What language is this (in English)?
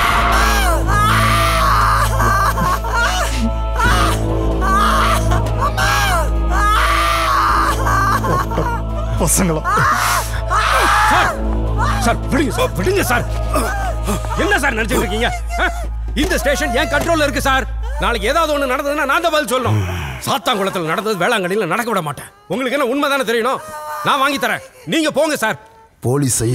Tamil